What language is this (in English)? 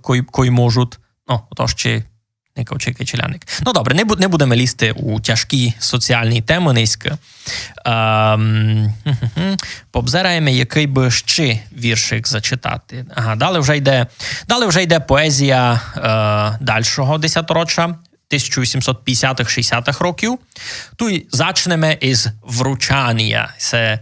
Rusyn